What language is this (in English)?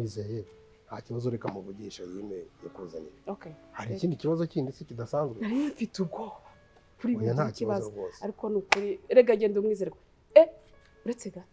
Kinyarwanda